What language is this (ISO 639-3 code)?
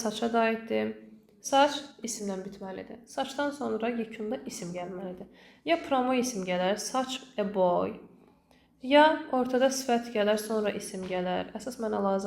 aze